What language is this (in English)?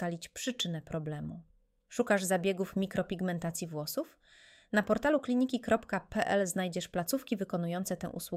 Polish